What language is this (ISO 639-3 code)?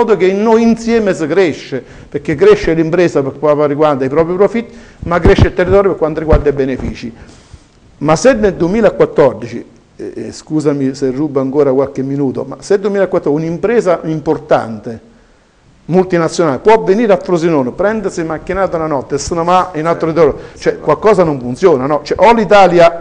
ita